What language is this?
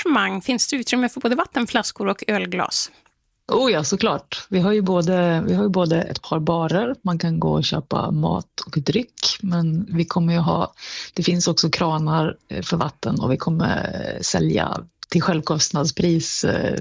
Swedish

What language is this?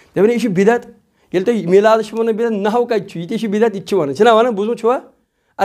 Kashmiri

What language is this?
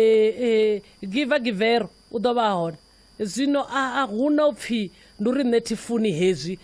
Venda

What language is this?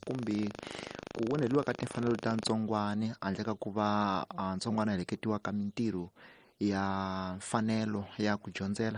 Tsonga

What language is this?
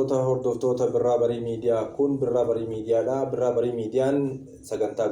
Oromo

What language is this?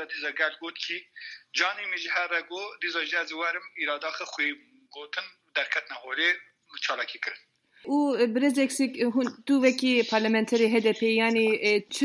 Kurdish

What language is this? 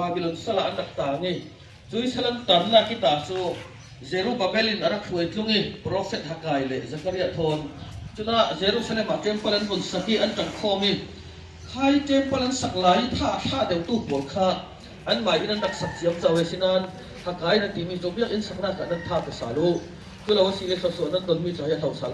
Hakha Chin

